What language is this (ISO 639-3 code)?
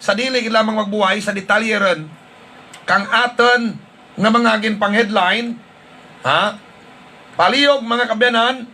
hil